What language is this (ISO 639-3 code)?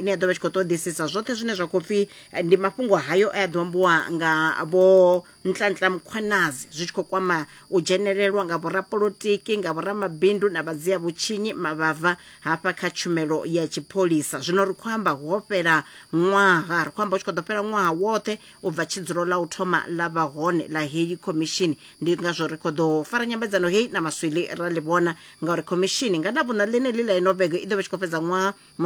ven